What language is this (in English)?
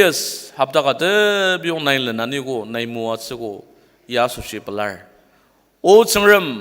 Ao Naga